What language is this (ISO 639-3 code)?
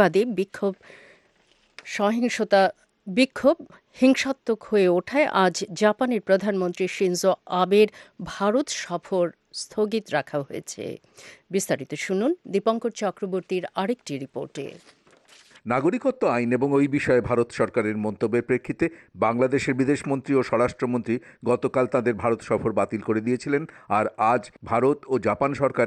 ben